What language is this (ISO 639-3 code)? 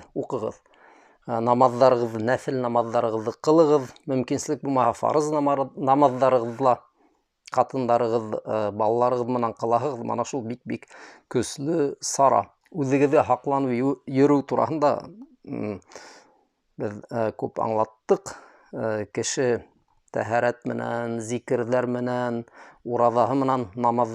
bak